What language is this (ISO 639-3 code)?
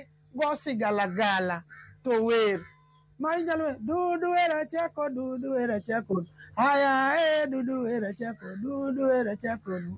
luo